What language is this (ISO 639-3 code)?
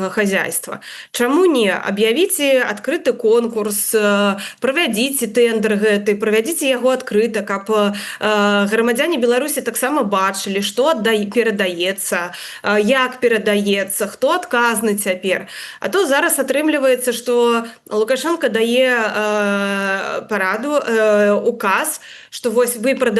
bel